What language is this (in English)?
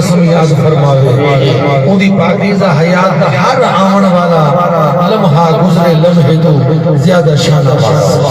Saraiki